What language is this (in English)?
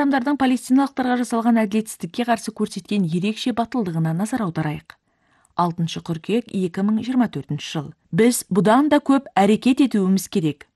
Kazakh